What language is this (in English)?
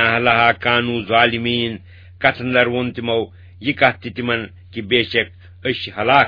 Kashmiri